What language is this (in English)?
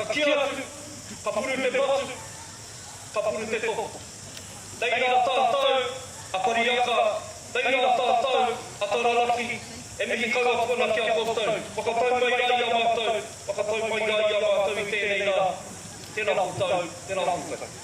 Māori